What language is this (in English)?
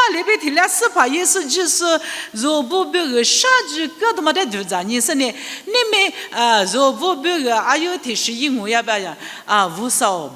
Lisu